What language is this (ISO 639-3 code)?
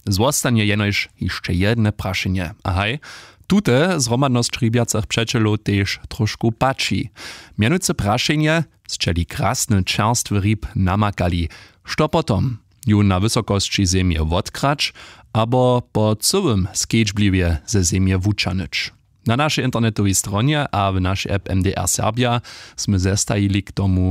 hsb